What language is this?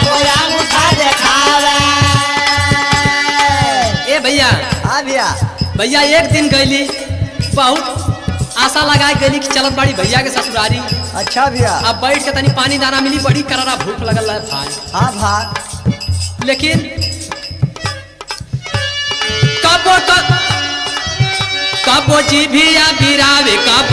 Bhojpuri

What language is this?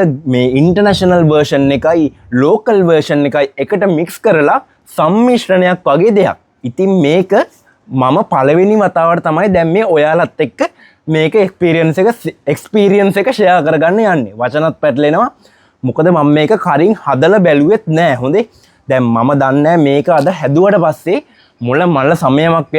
Sinhala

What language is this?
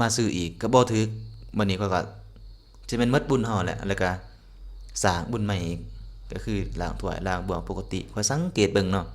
Lao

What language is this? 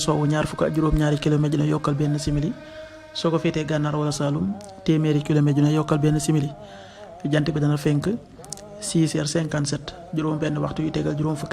Wolof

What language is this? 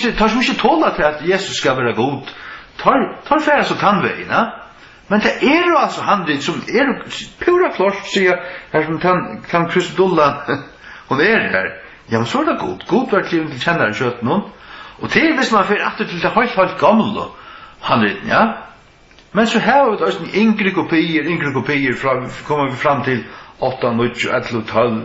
Faroese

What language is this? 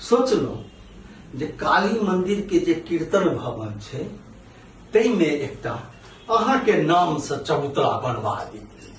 Maithili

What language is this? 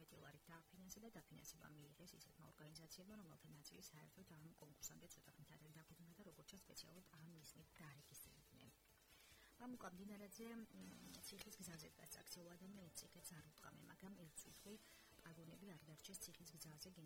Georgian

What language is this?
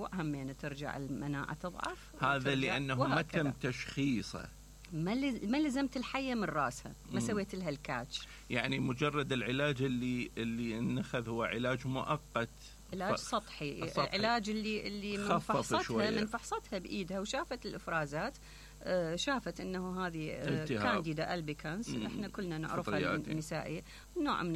Mesopotamian Arabic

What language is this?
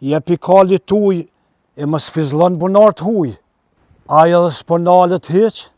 Albanian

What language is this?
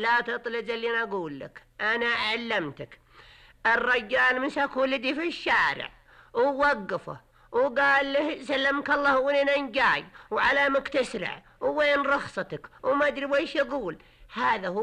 Najdi Arabic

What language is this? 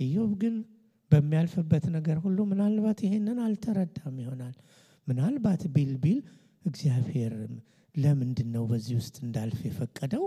Amharic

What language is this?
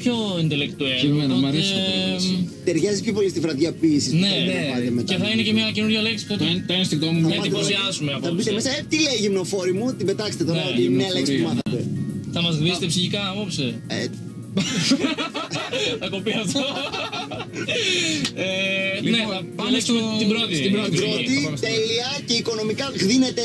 Greek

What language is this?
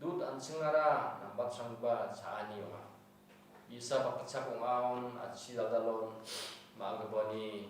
Garo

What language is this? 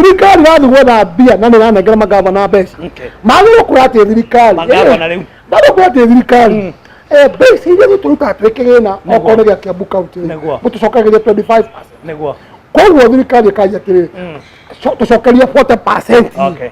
Kikuyu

